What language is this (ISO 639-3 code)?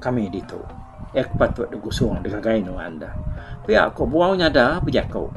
iba